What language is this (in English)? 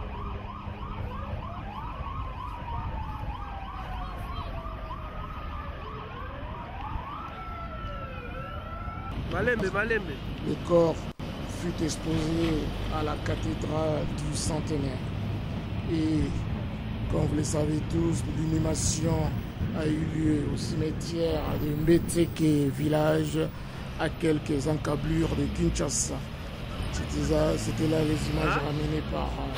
French